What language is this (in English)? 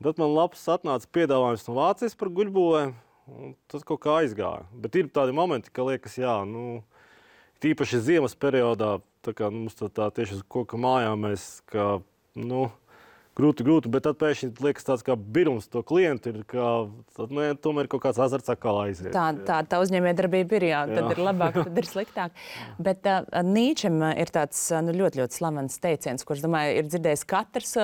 Latvian